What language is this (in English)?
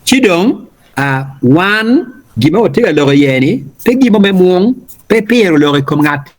Acoli